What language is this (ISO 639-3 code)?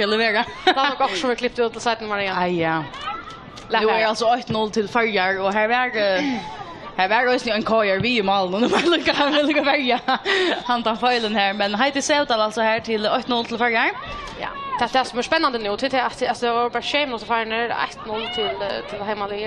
fao